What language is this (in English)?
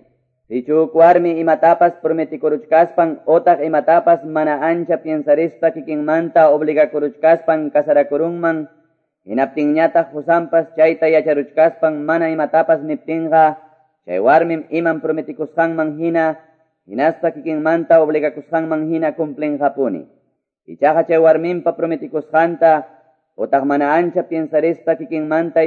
Quechua